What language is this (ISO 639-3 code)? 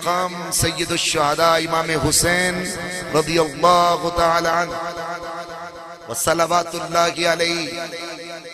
urd